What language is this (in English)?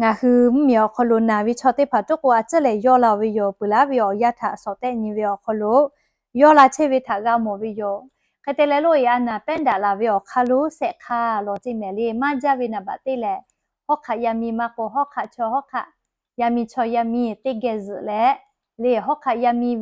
Lahu